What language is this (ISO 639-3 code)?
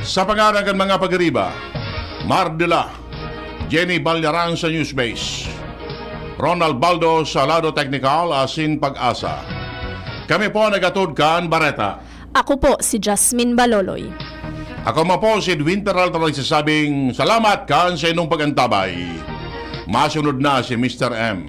bik